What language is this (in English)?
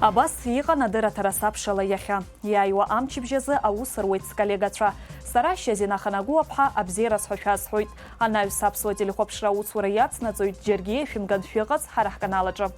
Abkhazian